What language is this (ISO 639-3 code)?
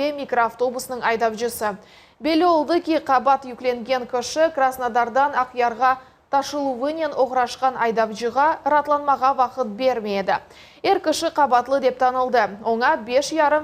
crh